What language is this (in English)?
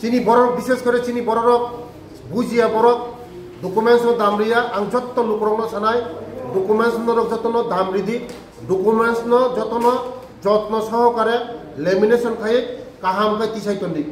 Kok Borok